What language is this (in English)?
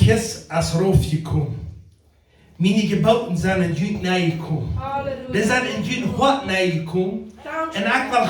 Plautdietsch